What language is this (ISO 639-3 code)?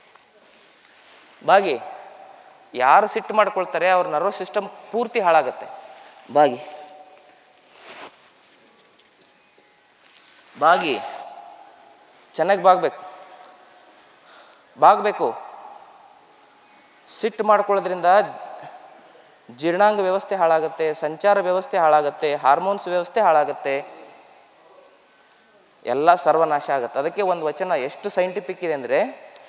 kan